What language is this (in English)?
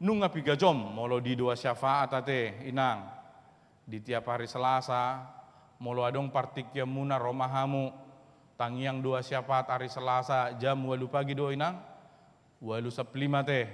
Batak Toba